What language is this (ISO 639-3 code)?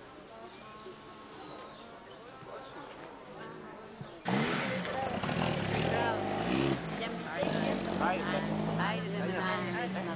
bul